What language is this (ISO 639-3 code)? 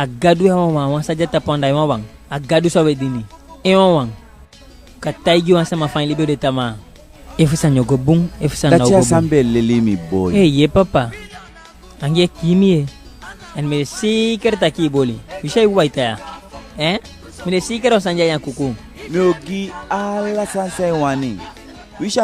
djk